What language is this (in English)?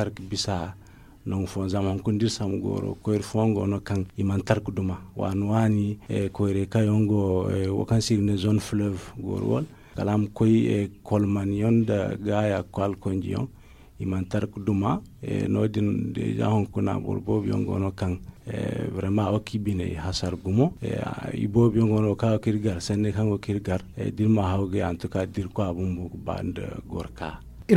Zarma